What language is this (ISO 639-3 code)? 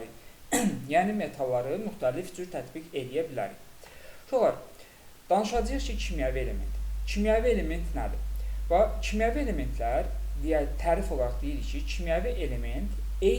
aze